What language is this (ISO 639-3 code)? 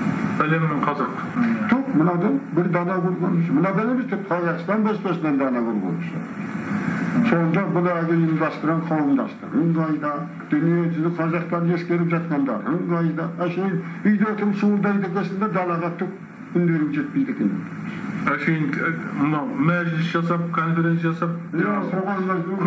kaz